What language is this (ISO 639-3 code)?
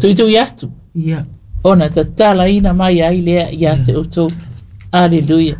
smo